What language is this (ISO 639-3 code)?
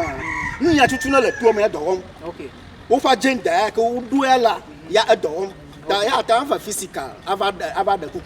ewe